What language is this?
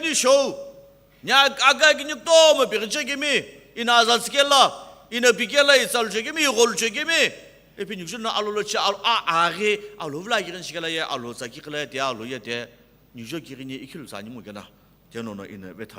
Sumi Naga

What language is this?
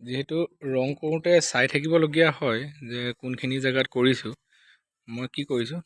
Assamese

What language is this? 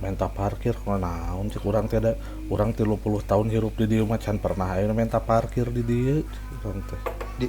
Sundanese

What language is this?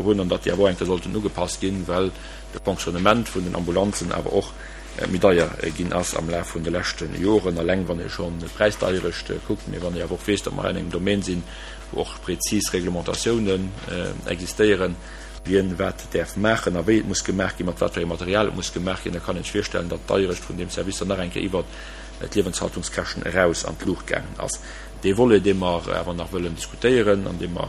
Luxembourgish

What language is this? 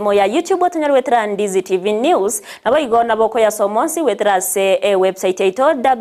Gusii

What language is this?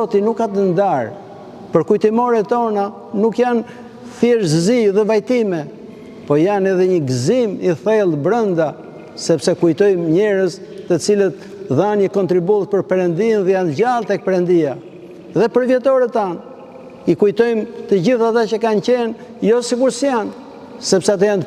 Albanian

